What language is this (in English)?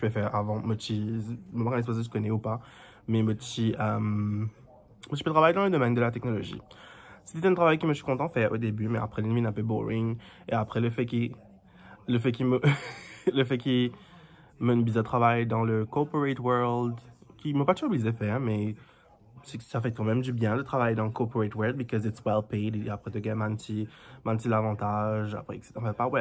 Morisyen